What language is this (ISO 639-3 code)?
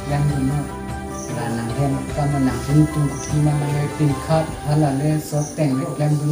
mjw